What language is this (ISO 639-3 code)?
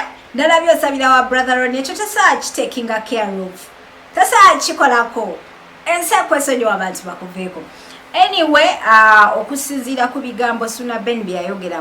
lug